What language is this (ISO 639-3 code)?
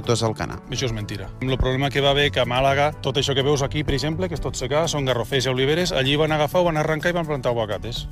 cat